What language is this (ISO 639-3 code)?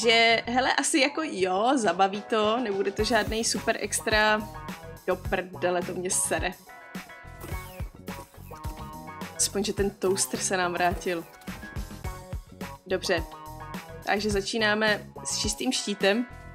ces